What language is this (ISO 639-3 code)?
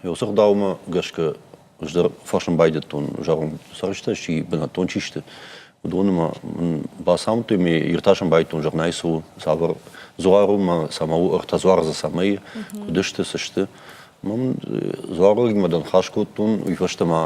oss